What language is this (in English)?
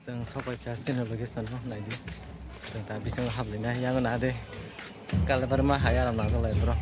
Kok Borok